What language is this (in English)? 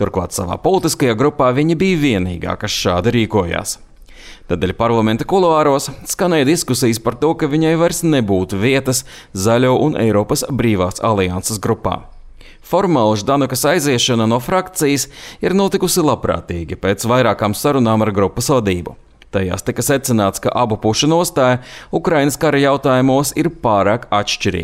Latvian